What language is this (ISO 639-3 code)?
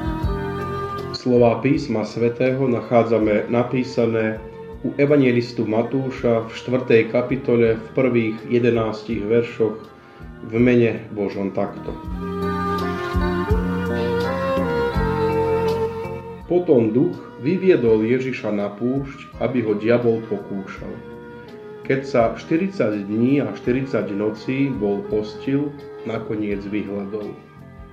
slk